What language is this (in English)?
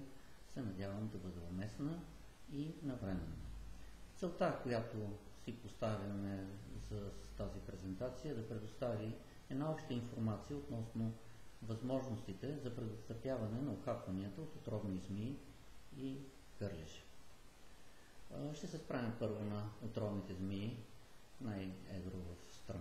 Bulgarian